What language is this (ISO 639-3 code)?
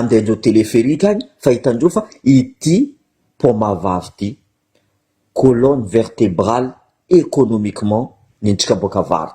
mlg